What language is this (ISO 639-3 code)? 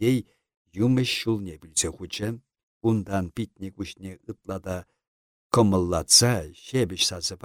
chv